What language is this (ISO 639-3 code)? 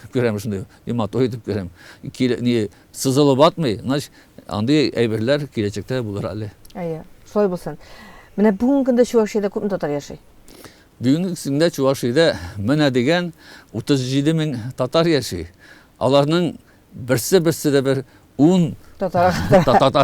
tat